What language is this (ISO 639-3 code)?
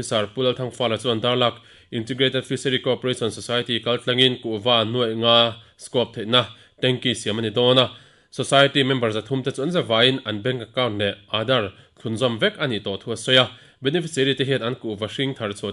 lus